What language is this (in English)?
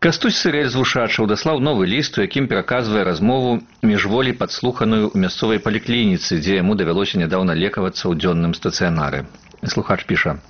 Belarusian